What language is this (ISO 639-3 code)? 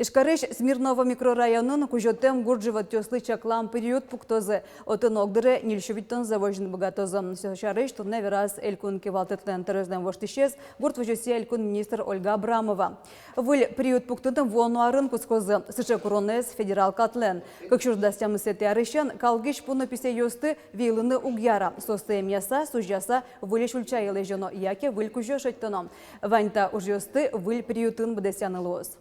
udm